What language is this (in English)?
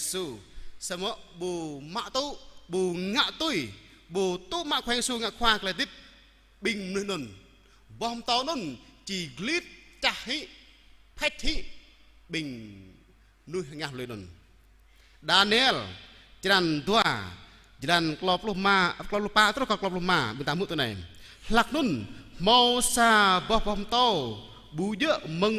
Jarai